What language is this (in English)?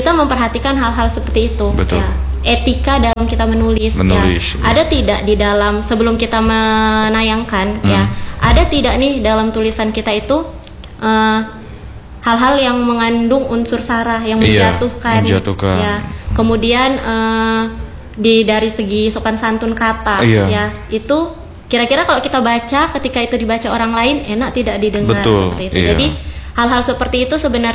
Indonesian